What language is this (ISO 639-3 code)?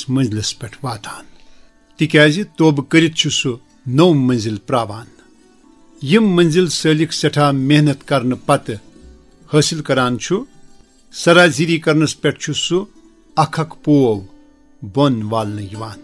kas